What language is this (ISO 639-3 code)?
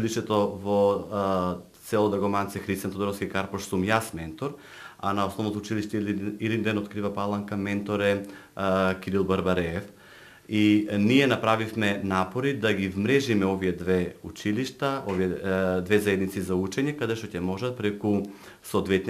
mkd